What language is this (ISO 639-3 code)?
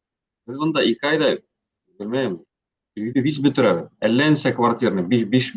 bak